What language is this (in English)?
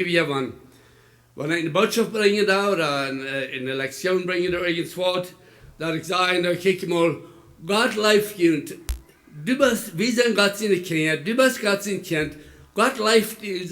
Plautdietsch